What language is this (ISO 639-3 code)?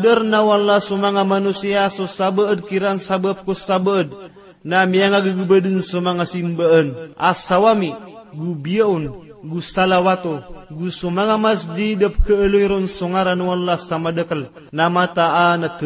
mrw